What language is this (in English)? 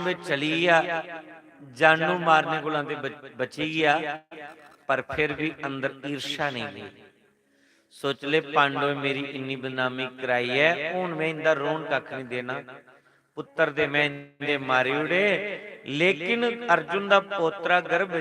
Dogri